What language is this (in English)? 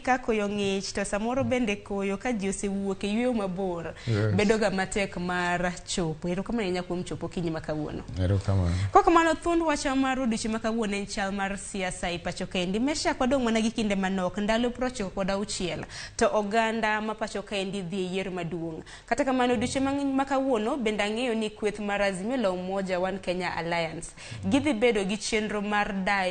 Luo (Kenya and Tanzania)